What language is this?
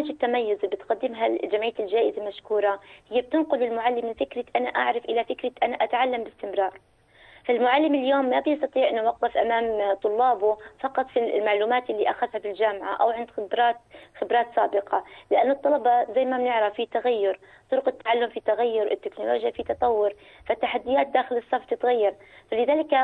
North Levantine Arabic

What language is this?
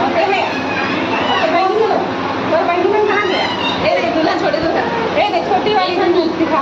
Chhattisgarhi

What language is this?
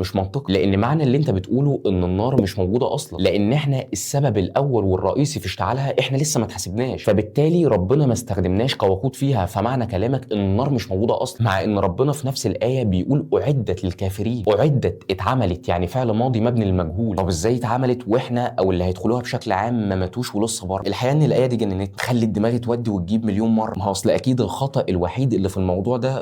Egyptian Arabic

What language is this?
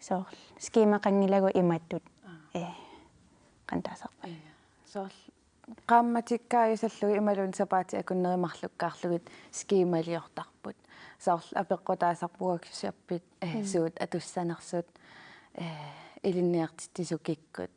Kalaallisut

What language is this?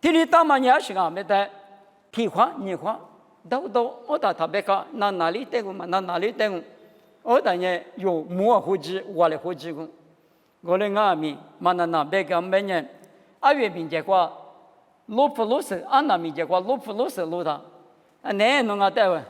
Lisu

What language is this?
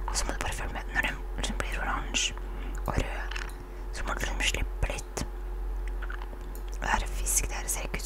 Norwegian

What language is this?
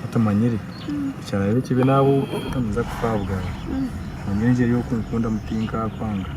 Nyankole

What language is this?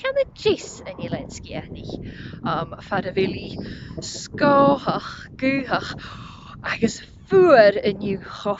Scottish Gaelic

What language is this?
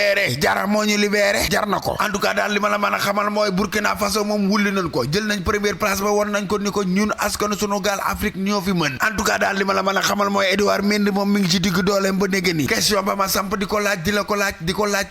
Wolof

